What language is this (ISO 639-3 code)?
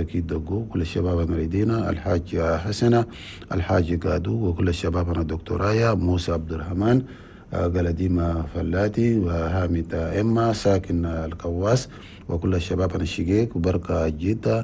shu